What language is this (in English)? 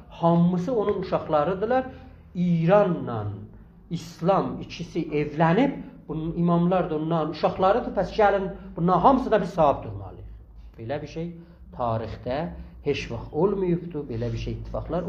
South Azerbaijani